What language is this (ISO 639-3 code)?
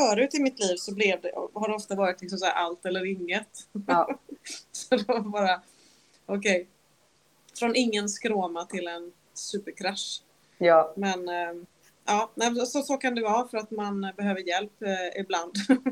swe